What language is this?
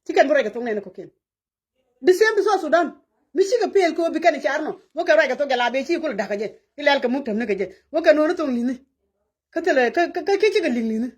Nuer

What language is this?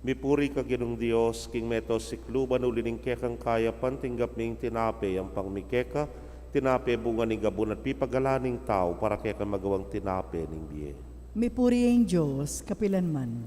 Pampanga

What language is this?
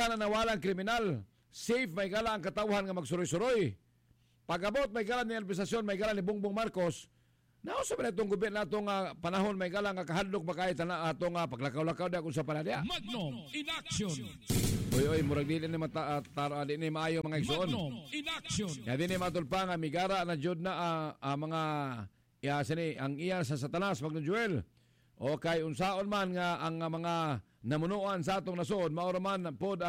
Cebuano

